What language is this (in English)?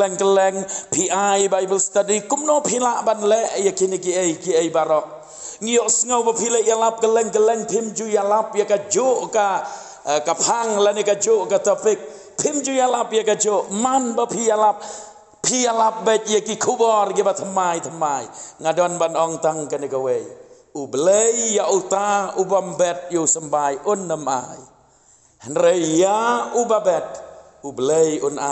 Khasi